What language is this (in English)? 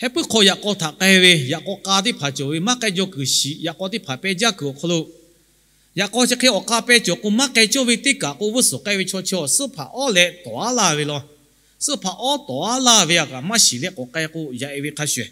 Lahu